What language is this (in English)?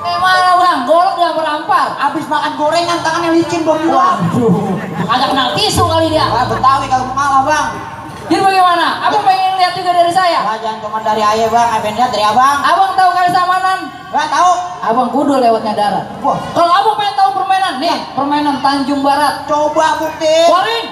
Betawi